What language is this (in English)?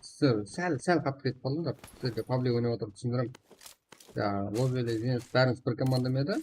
Kara-Kalpak